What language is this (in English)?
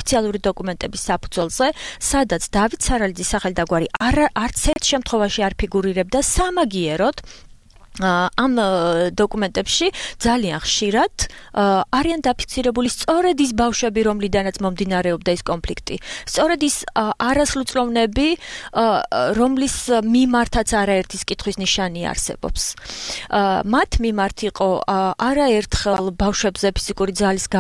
Georgian